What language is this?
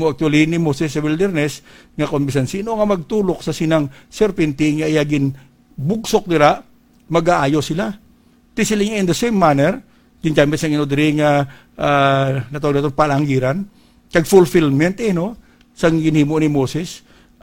Hiligaynon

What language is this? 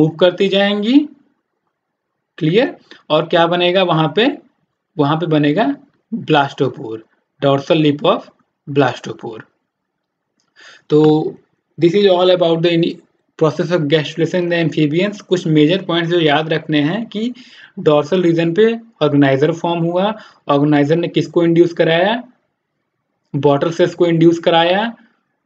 Hindi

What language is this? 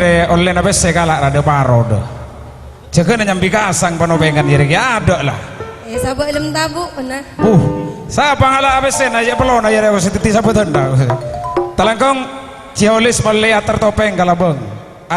Madurese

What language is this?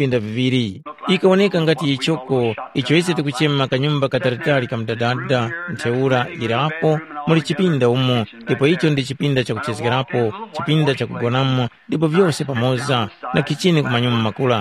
Tumbuka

